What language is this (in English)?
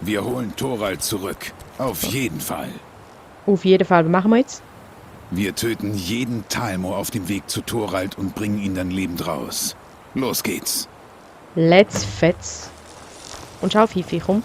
Swiss German